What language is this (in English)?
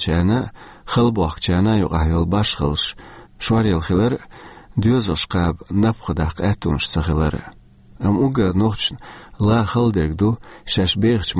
Chechen